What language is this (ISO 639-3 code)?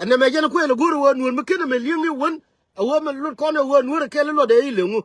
nus